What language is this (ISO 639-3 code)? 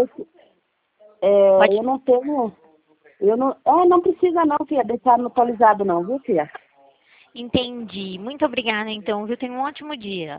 por